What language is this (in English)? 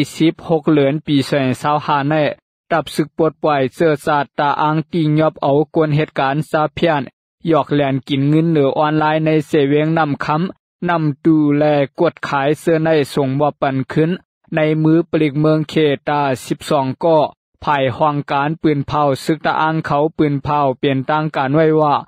Shan